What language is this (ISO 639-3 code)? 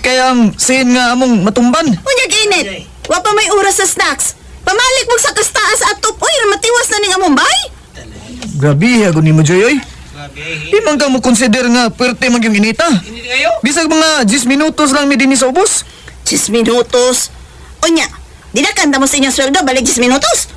ceb